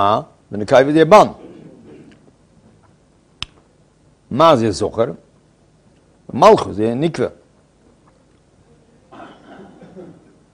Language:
Hebrew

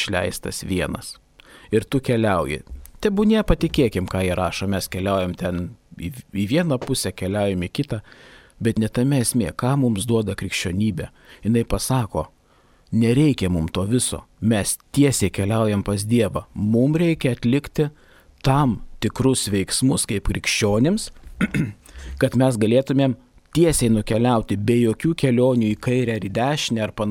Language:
Lithuanian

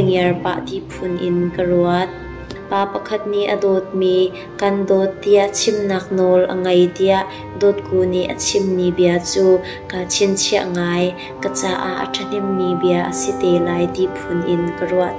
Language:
Hakha Chin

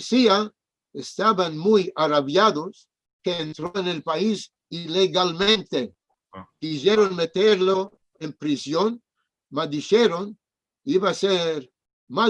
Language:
Ladino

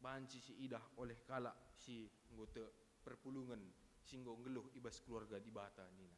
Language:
Batak Karo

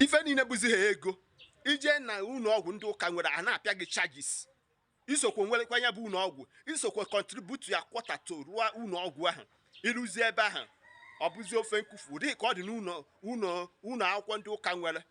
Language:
Igbo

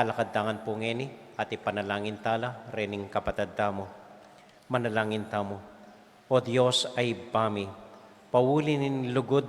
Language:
Pampanga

